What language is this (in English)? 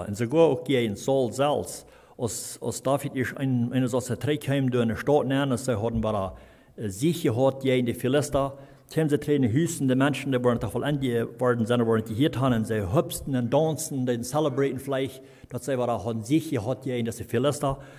Plautdietsch